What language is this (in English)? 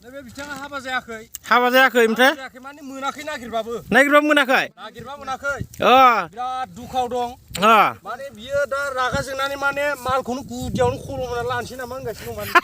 Bodo